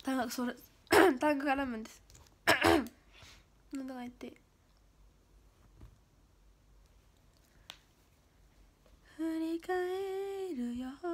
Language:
Japanese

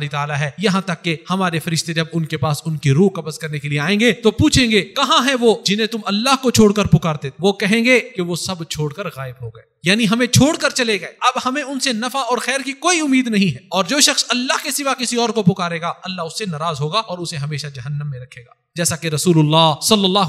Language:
Urdu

